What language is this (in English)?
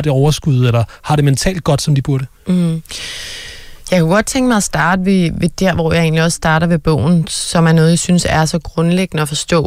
Danish